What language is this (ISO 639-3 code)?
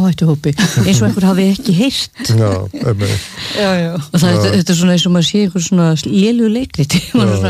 isl